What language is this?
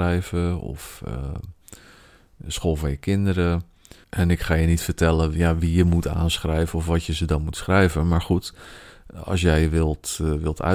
Dutch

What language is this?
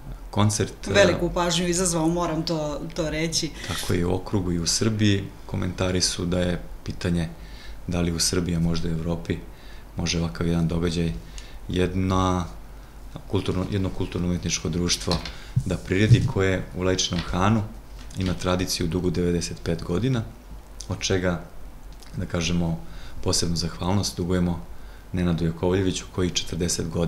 Serbian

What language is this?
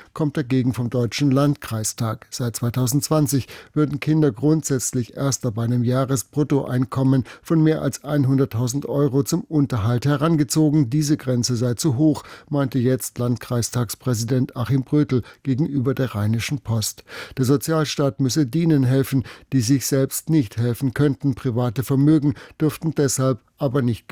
German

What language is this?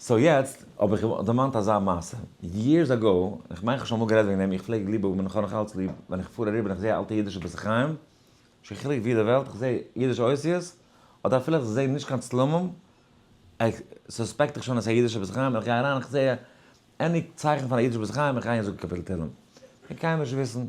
Yiddish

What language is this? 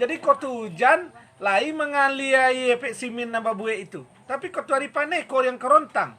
Minangkabau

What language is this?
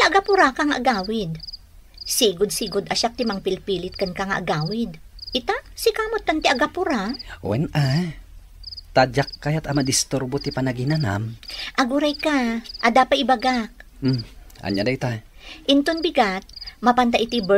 Iloko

